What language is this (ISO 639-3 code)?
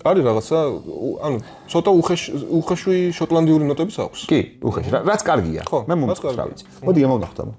kat